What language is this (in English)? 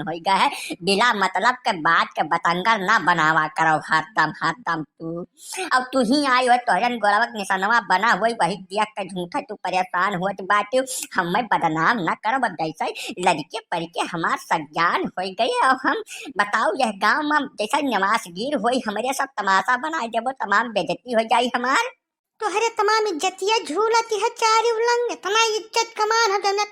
Awadhi